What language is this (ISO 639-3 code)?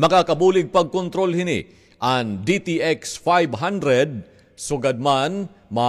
war